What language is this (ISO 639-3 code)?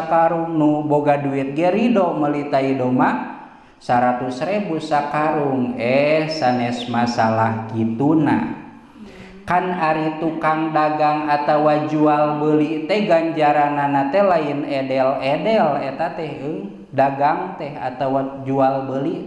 sun